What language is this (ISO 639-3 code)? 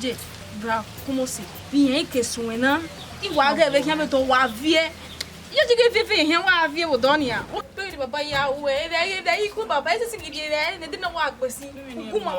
bin